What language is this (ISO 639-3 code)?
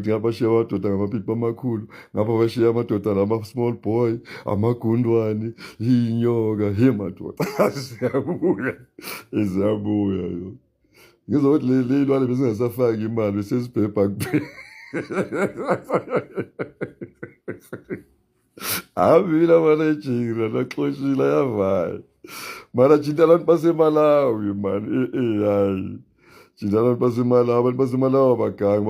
zul